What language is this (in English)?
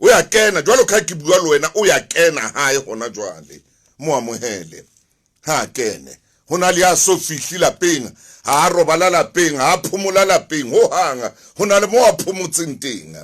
Southern Sotho